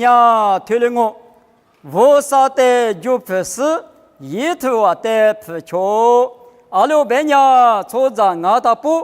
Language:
Lisu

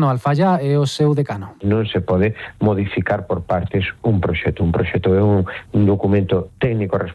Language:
Galician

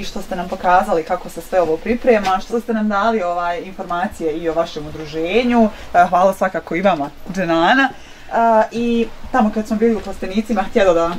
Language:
Bosnian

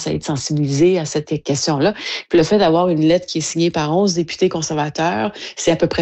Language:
French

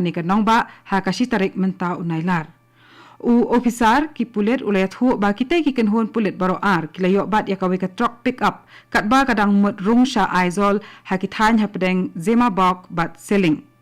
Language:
Khasi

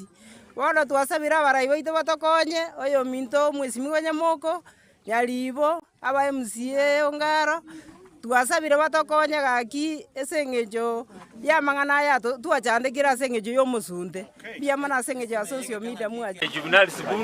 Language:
Gusii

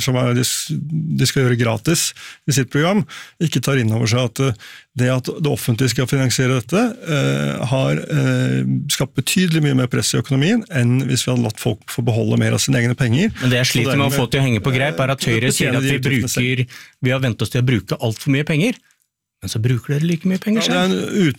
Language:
Norwegian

